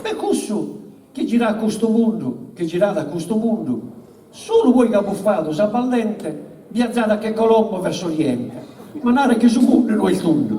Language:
Sardinian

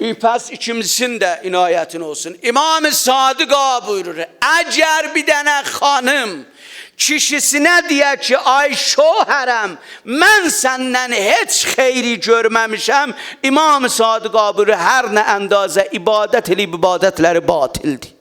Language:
South Azerbaijani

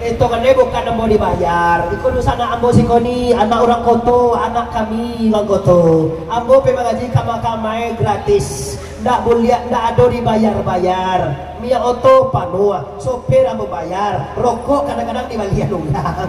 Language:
Minangkabau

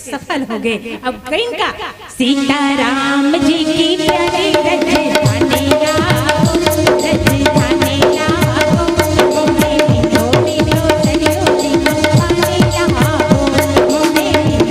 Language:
Chhattisgarhi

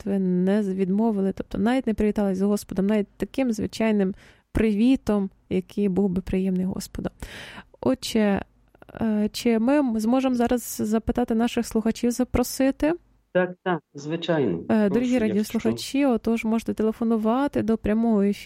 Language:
Ukrainian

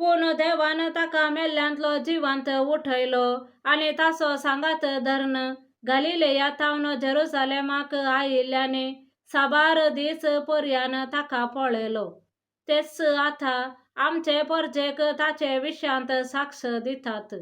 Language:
Konkani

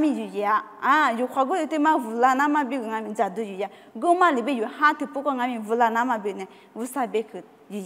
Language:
Lisu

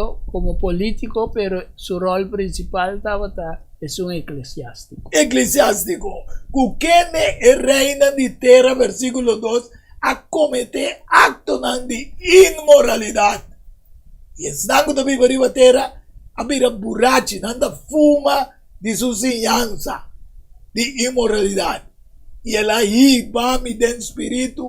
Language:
Papiamento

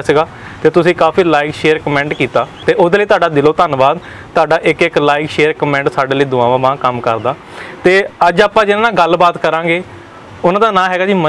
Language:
Punjabi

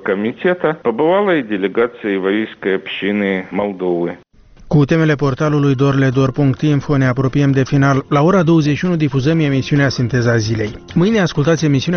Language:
Romanian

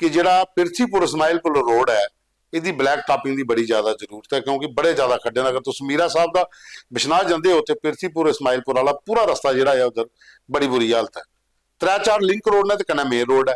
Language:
Dogri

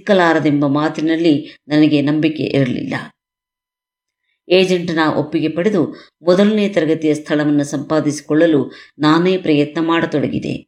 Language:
Kannada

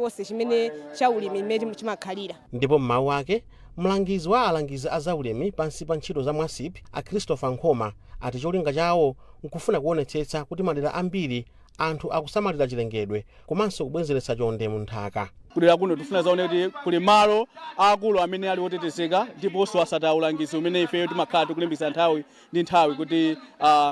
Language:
Nyanja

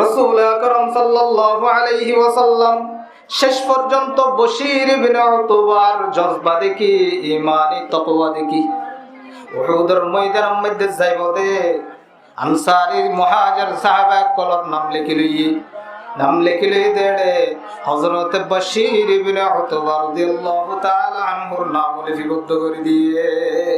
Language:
Rohingya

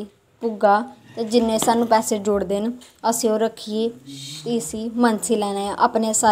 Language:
Dogri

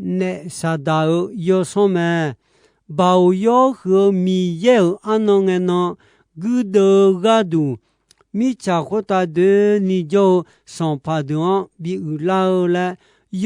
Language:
Akha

